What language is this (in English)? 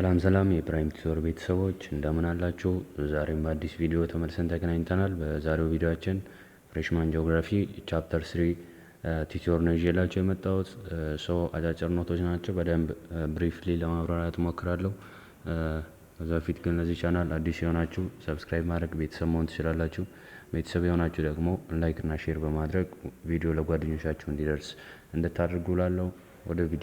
Amharic